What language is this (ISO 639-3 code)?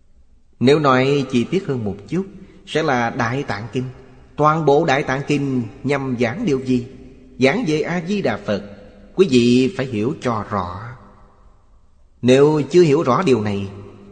vie